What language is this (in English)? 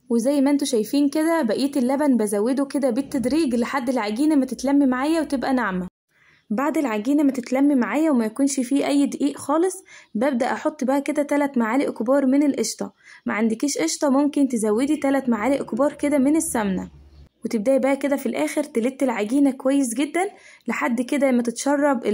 Egyptian Arabic